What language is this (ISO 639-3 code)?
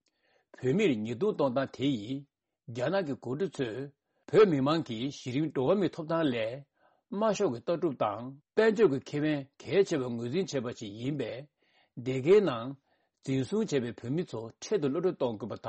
bod